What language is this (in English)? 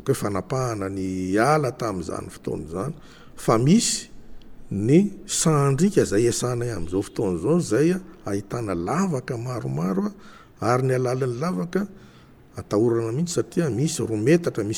Malagasy